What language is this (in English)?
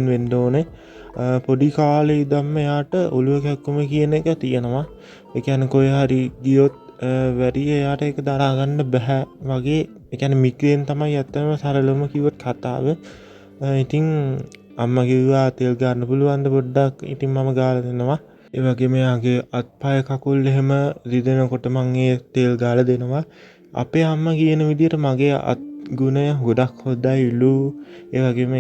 Sinhala